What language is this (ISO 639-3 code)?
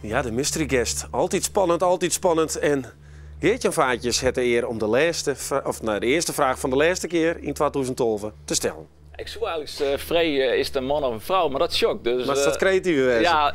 fry